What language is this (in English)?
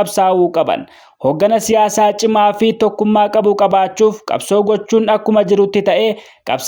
Oromo